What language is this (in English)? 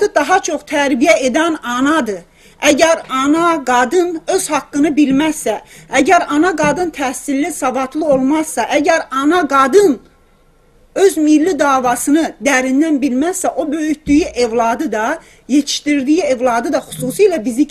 South Azerbaijani